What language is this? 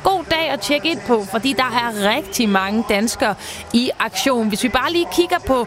Danish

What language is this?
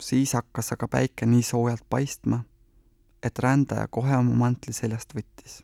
Estonian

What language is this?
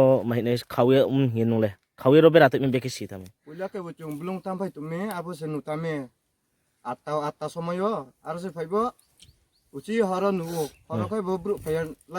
Riang (India)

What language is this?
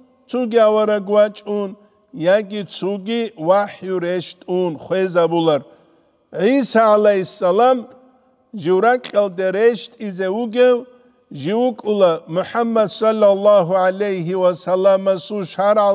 Avaric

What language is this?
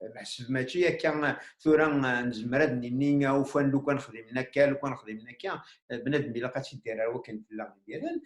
Kabyle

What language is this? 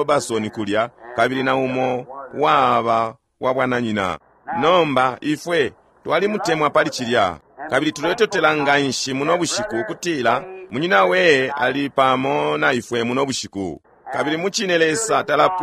Bemba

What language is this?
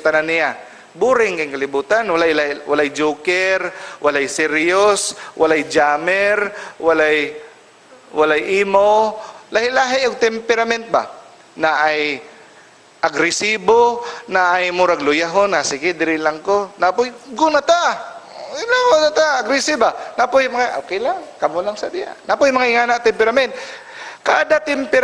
Cebuano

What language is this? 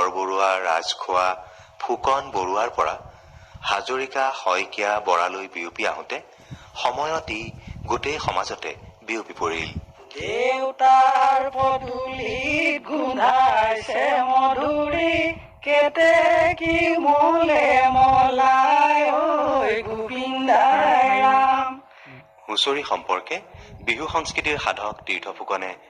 Assamese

